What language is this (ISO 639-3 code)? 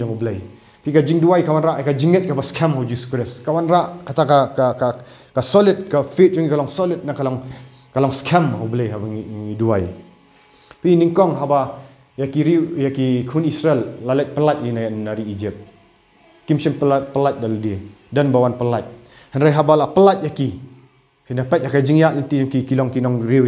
kha